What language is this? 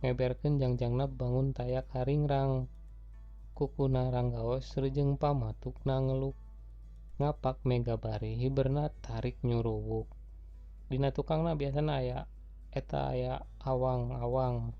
Sundanese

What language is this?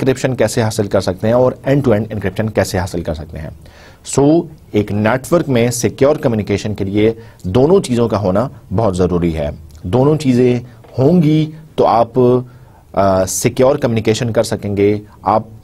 Urdu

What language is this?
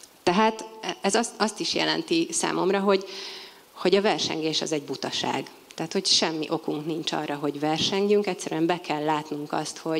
Hungarian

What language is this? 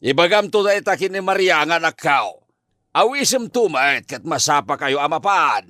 Iloko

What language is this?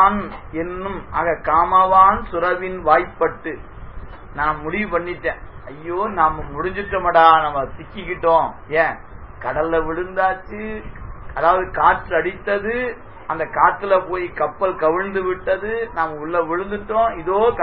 Tamil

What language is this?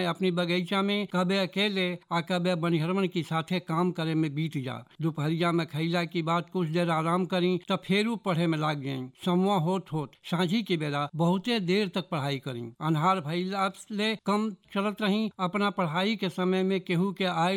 Bhojpuri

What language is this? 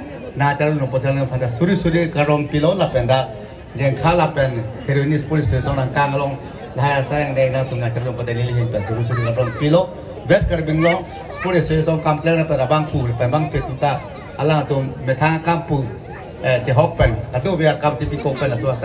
Karbi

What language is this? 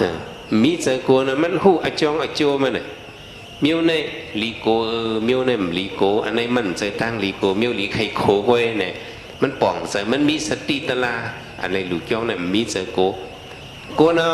Shan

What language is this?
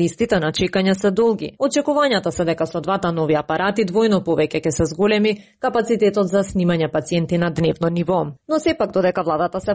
Macedonian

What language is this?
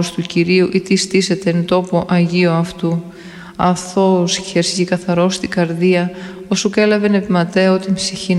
Greek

